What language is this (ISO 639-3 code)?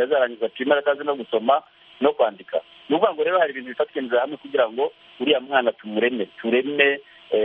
kin